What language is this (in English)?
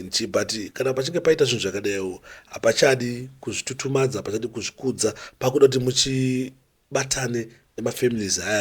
Shona